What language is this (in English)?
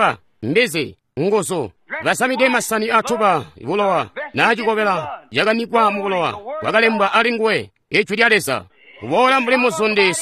Tonga (Zambia)